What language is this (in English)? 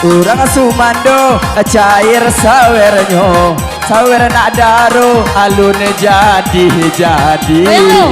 Minangkabau